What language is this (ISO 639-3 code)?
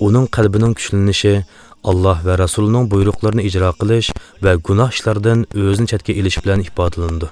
uig